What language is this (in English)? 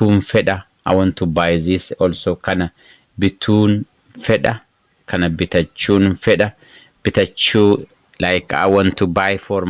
English